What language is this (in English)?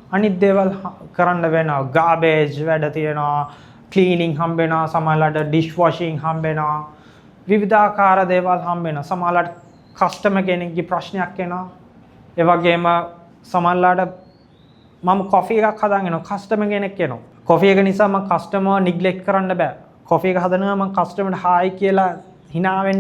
Sinhala